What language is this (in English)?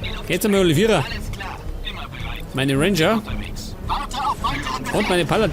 Bavarian